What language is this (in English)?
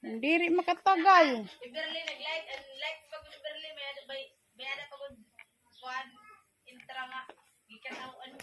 Waray